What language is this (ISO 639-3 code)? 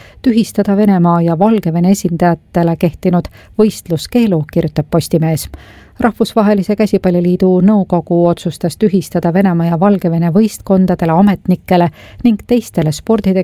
est